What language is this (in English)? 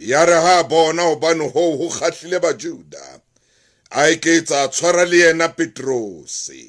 Southern Sotho